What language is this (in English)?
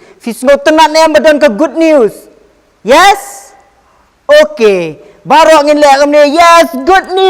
Khasi